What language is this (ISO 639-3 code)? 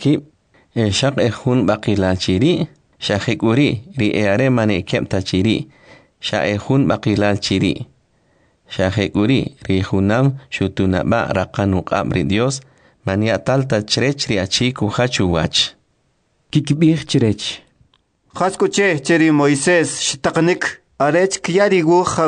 quc